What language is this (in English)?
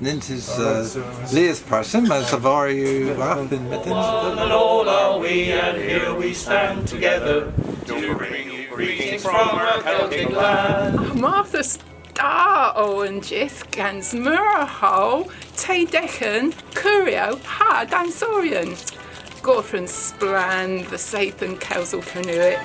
Cornish